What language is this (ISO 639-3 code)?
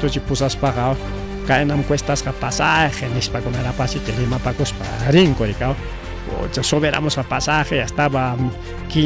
quy